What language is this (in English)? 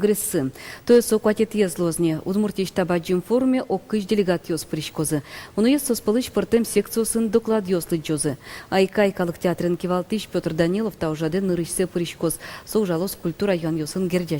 Udmurt